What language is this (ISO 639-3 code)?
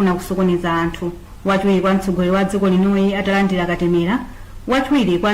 nya